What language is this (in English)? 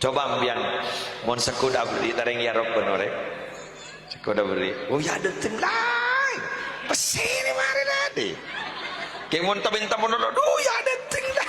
Madurese